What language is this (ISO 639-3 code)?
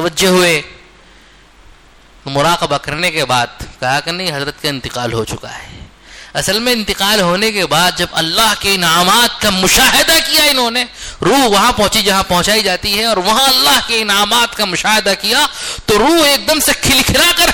urd